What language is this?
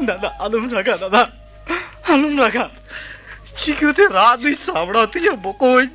Santali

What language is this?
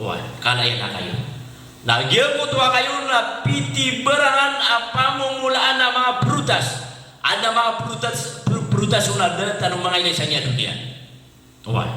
Maranao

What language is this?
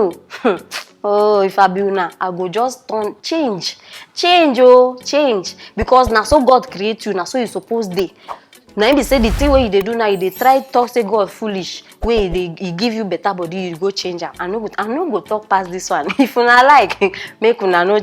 Nigerian Pidgin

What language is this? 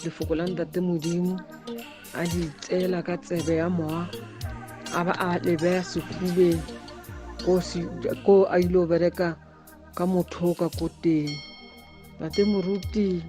Tswana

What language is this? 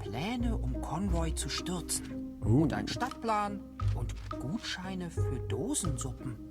Swiss German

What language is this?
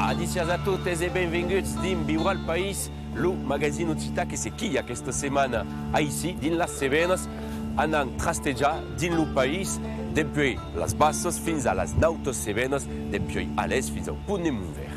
Occitan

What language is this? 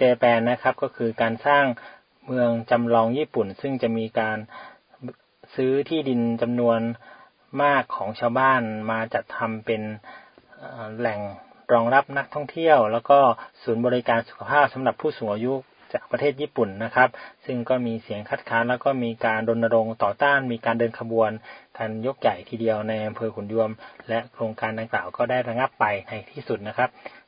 Thai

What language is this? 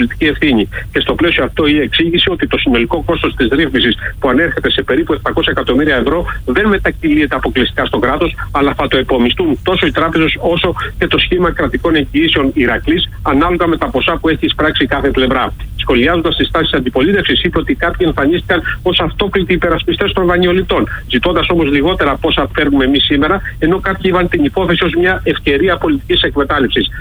Greek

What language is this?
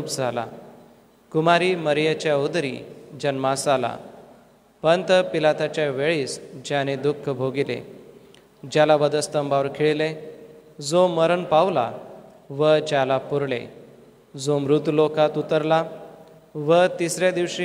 Marathi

